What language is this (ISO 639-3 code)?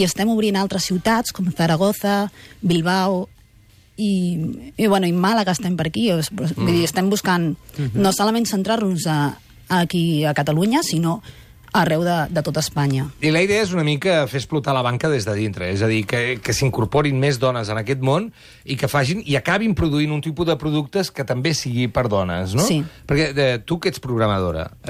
cat